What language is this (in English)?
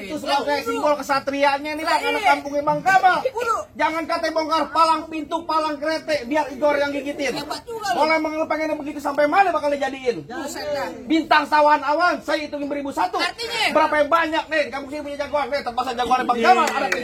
Betawi